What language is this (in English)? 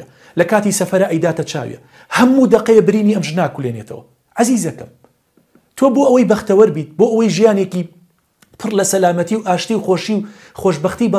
Central Kurdish